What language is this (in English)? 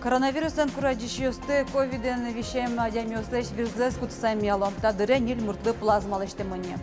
Udmurt